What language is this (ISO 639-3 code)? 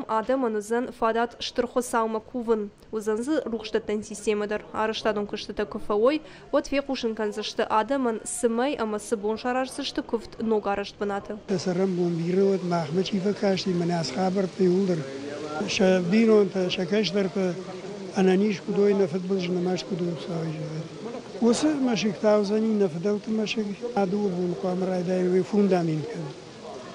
oss